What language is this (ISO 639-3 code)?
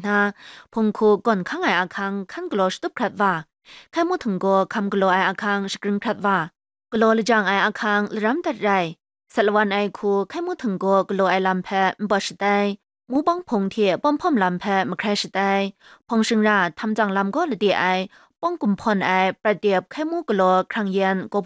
kac